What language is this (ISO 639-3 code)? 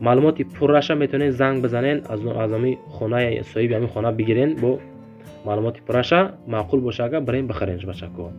tgk